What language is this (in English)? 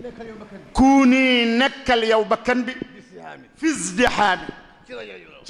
Wolof